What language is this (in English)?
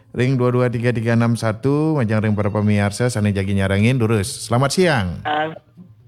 Balinese